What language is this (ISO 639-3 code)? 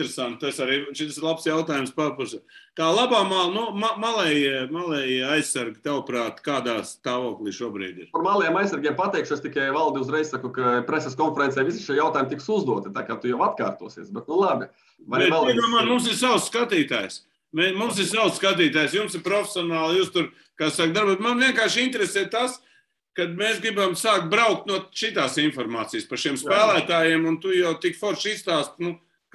lav